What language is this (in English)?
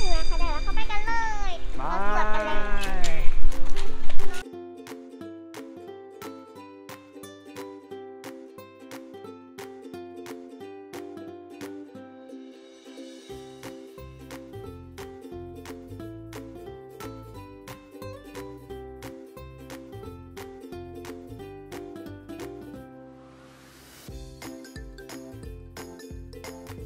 Thai